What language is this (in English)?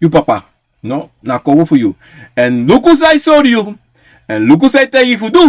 Sranan Tongo